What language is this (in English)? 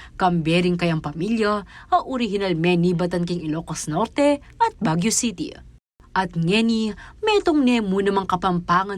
Pampanga